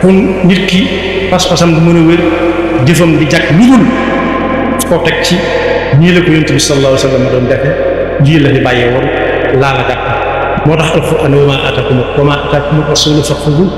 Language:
Wolof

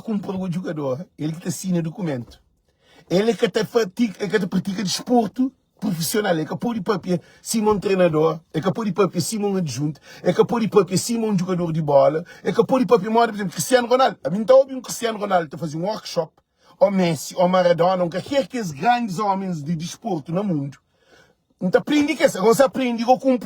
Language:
Kabuverdianu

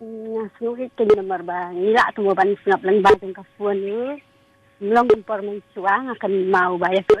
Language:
Khasi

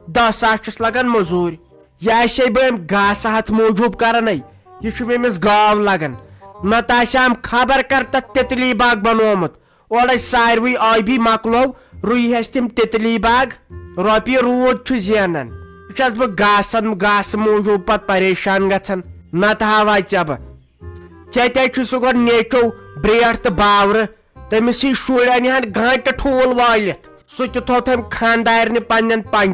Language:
Kashmiri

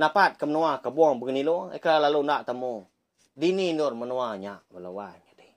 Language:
Iban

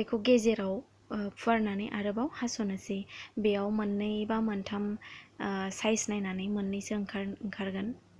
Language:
Bodo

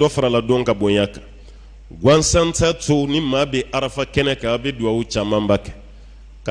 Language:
Bambara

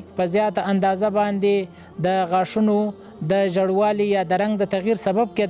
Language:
Pashto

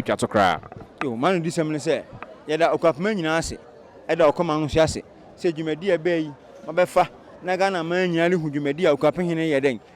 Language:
Akan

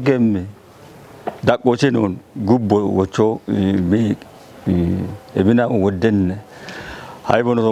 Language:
Kafa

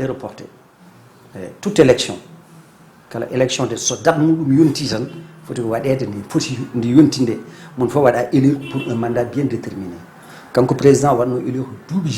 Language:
Fula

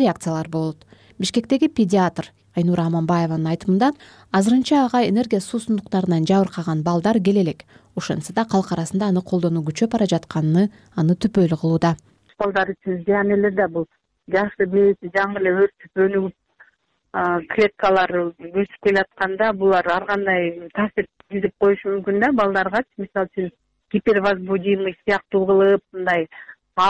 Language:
Kyrgyz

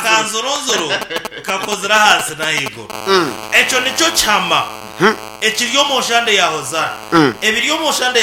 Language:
Nyankole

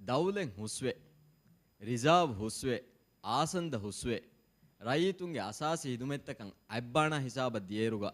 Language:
Divehi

